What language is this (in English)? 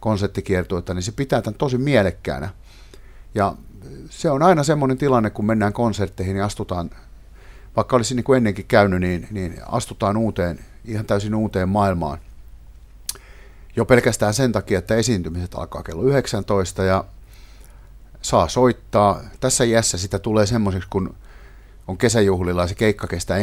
Finnish